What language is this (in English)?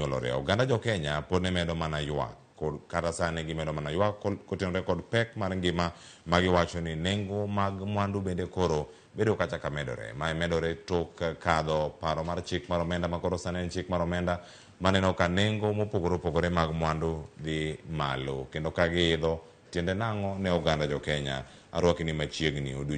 Luo (Kenya and Tanzania)